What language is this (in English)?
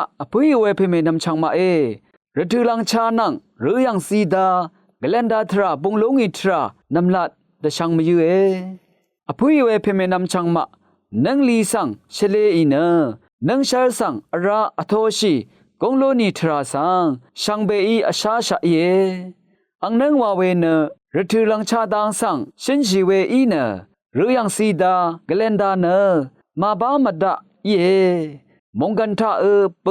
Rawang